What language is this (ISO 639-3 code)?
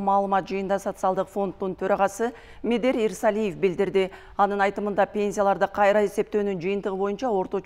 kir